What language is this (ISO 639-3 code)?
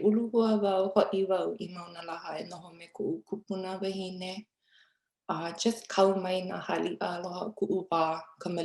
haw